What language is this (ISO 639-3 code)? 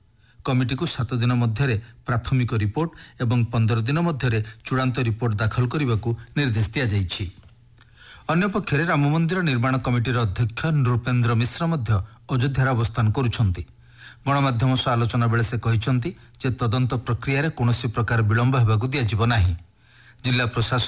ori